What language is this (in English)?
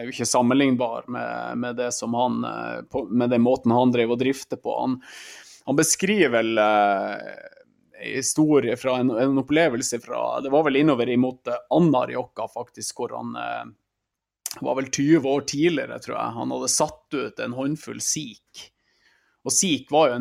Norwegian